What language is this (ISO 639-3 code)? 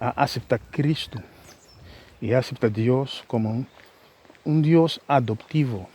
pap